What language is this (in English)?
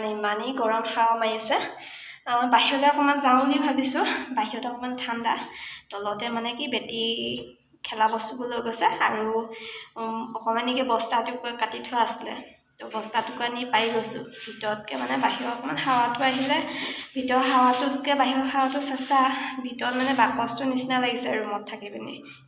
Assamese